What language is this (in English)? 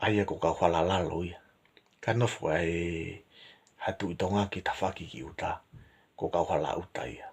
Tongan